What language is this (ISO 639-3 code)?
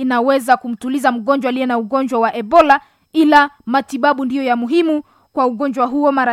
swa